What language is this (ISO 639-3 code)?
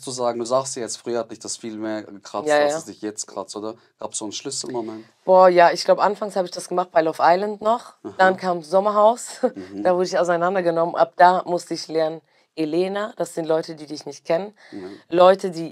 gsw